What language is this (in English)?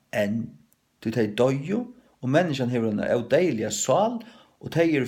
Faroese